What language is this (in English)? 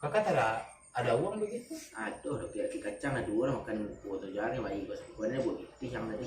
Minangkabau